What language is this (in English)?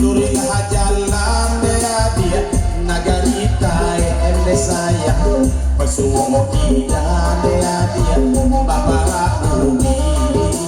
Minangkabau